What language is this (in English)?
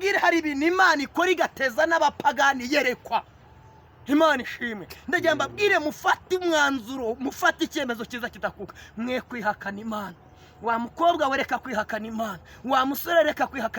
Kinyarwanda